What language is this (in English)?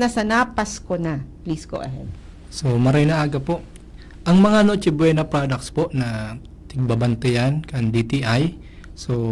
Bikol